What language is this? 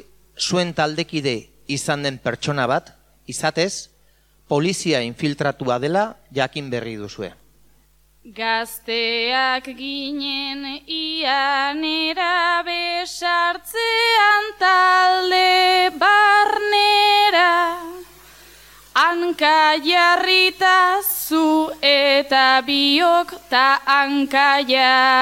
Basque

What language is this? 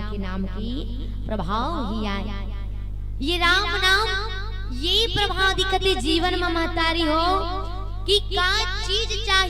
Chhattisgarhi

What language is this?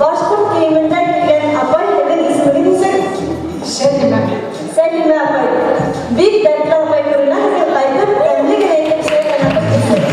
Bashkir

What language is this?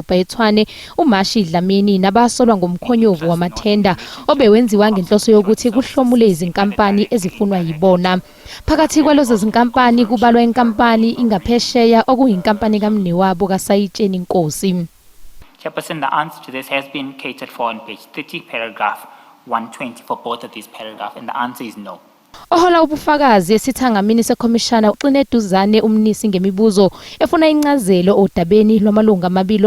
Zulu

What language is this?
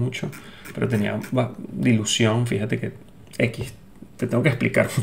Spanish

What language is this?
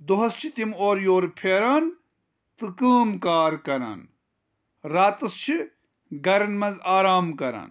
Kashmiri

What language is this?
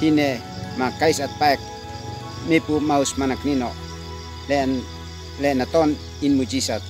Uab Meto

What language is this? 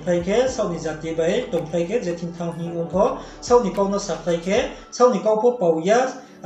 Riang (India)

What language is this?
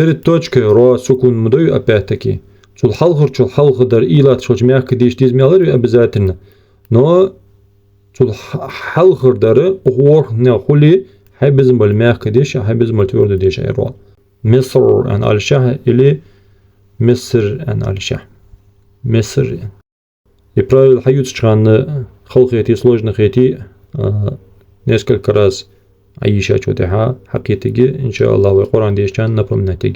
Ingush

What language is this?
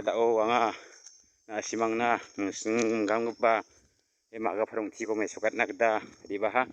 Garo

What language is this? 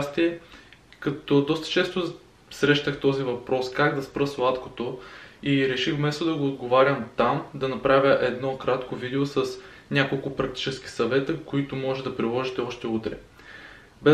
Bulgarian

